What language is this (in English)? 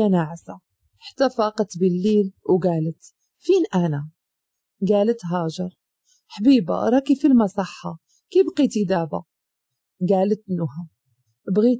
Moroccan Arabic